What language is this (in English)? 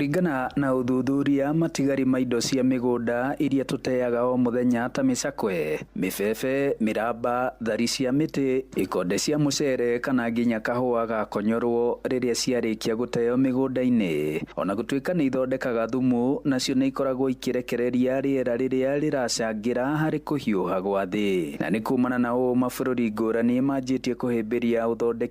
Kikuyu